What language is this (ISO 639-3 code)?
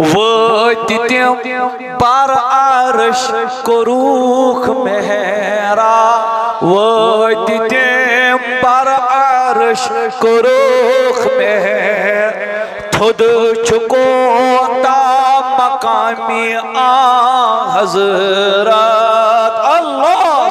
kas